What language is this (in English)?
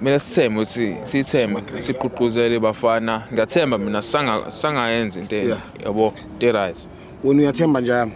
Zulu